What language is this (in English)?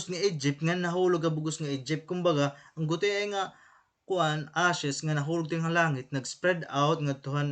Waray